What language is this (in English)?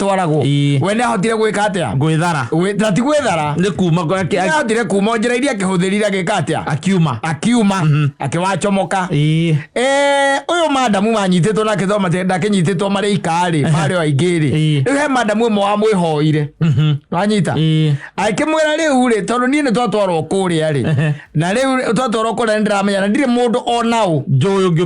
Kikuyu